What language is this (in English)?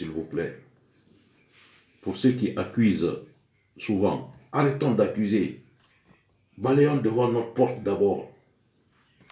French